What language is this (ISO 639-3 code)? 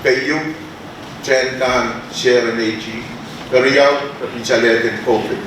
pon